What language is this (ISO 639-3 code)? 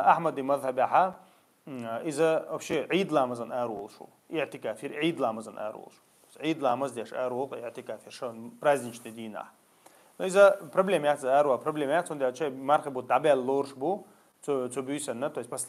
che